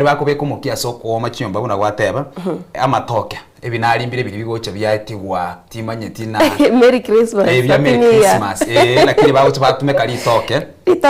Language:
Gusii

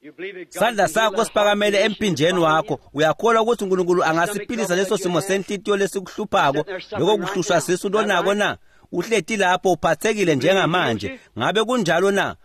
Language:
Swati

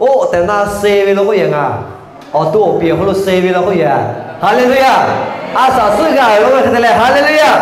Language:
Lahu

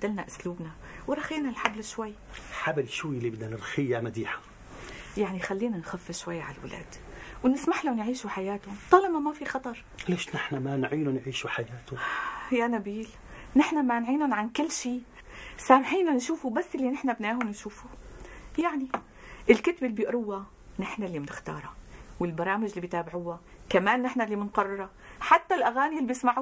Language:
North Levantine Arabic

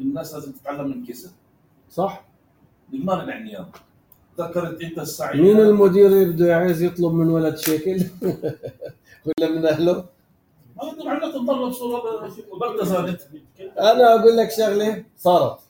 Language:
North Levantine Arabic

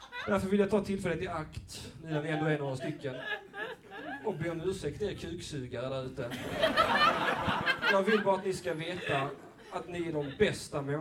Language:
Swedish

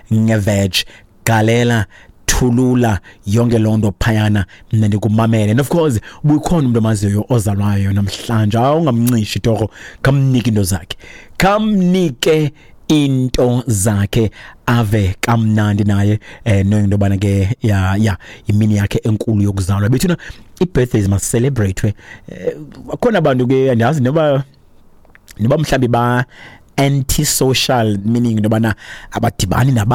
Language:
Xhosa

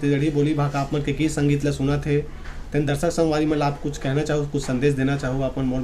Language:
Chhattisgarhi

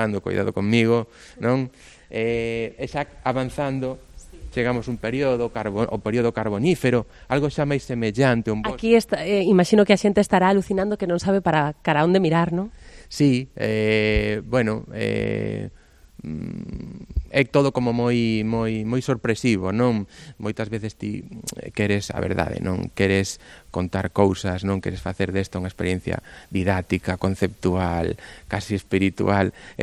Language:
Galician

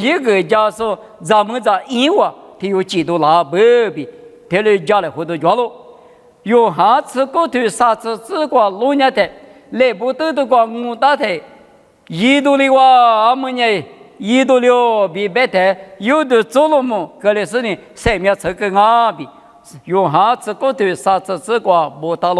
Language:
Lisu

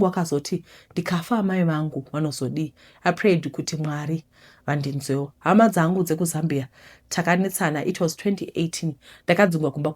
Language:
Shona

